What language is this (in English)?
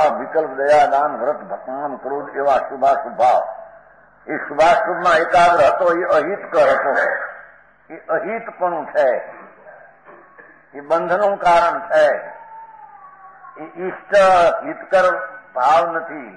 Gujarati